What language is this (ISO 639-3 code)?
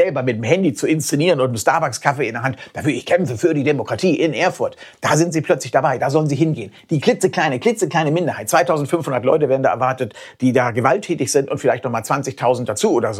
deu